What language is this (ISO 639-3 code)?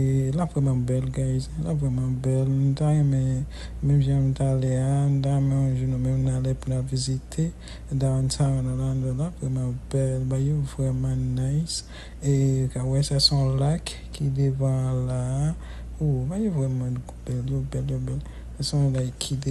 hat